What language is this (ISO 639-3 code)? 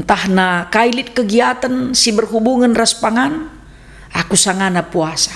btx